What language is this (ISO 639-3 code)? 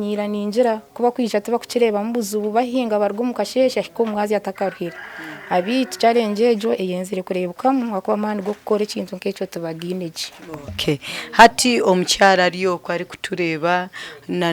nyn